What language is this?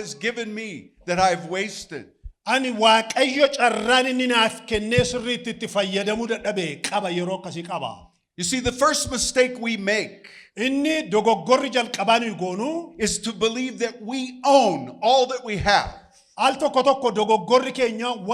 Oromo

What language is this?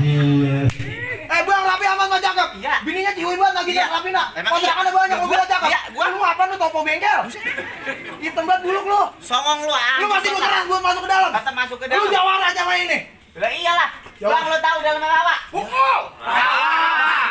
Betawi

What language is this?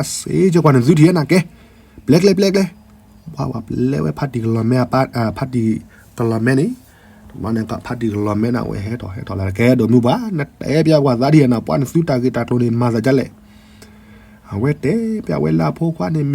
S'gaw Karen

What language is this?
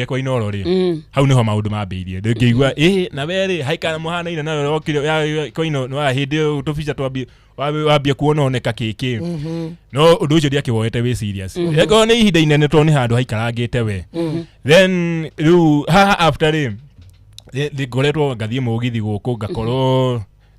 Kikuyu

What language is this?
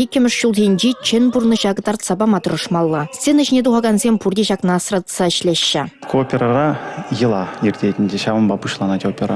Chuvash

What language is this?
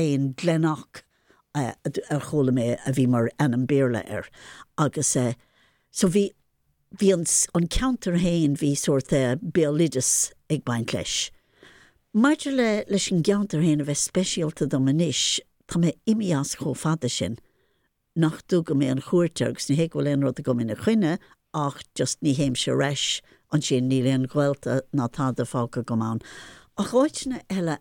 Irish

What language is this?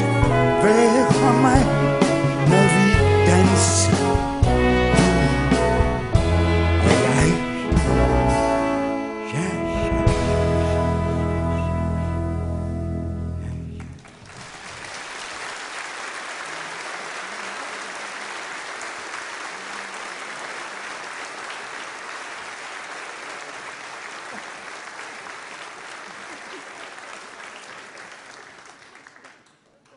Danish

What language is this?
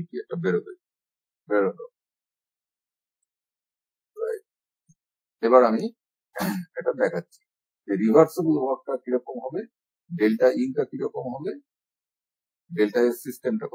Bangla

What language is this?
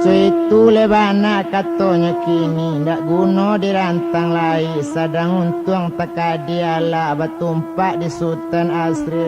Minangkabau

